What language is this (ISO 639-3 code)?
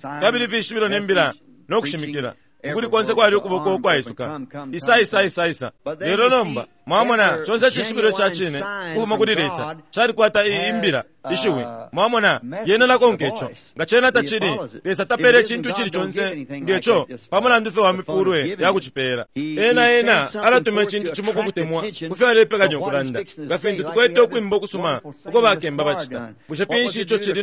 bem